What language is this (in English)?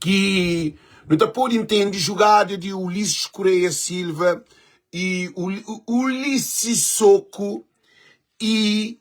Kabuverdianu